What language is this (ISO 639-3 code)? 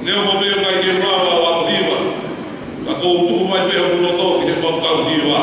ton